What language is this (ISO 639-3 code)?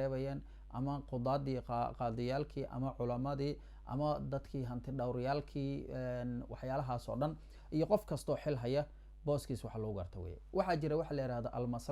som